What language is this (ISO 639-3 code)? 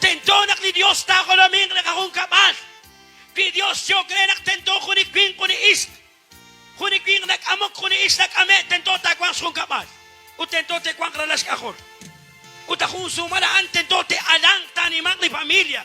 kek